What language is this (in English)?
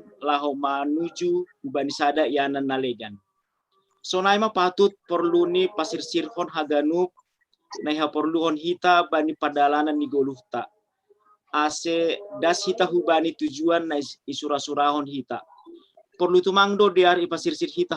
Batak Simalungun